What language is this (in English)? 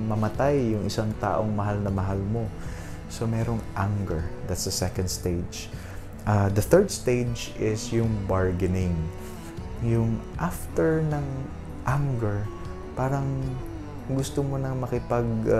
Filipino